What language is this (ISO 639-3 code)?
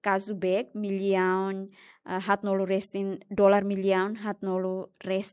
tet